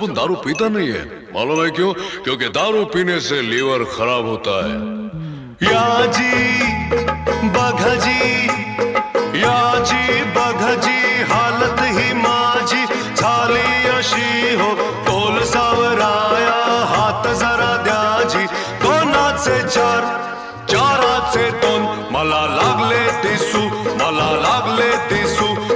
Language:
Marathi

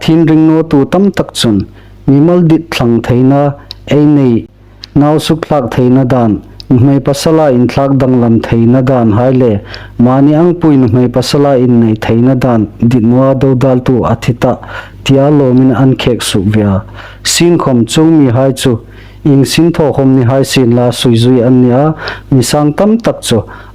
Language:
Hmar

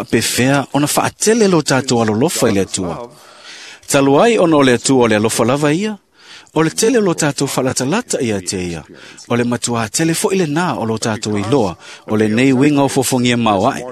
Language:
Samoan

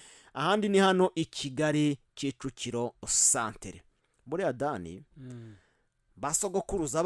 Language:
Kinyarwanda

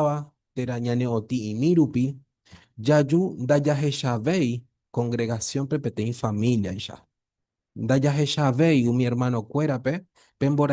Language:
Guarani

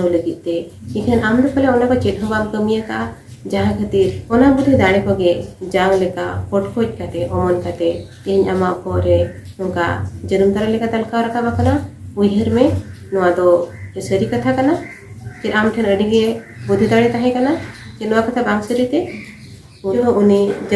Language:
Santali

